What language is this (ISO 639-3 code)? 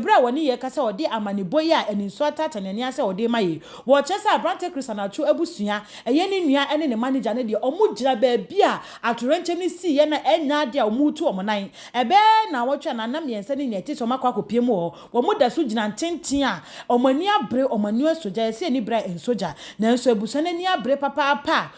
aka